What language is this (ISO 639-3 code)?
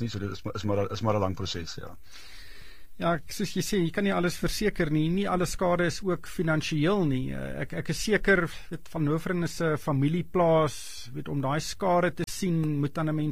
afr